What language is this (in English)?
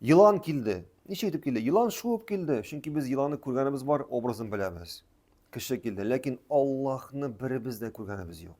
Tatar